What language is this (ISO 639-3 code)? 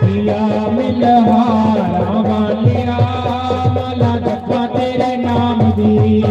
doi